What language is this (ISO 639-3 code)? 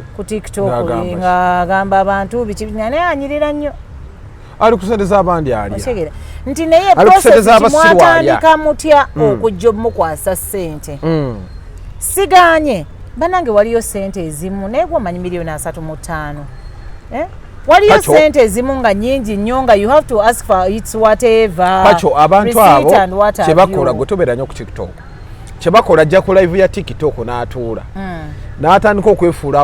lug